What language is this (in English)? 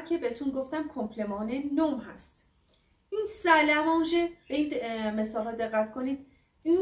Persian